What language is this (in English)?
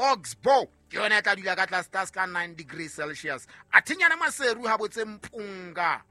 Southern Sotho